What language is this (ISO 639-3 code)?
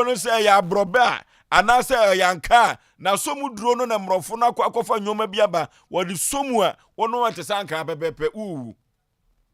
aka